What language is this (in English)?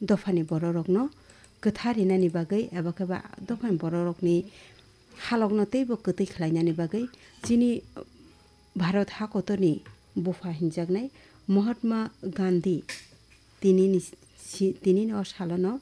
Kok Borok